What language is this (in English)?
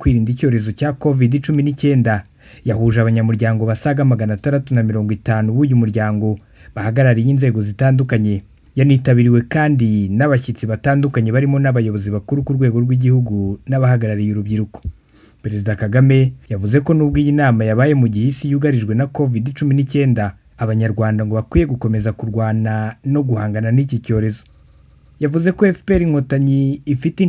Kinyarwanda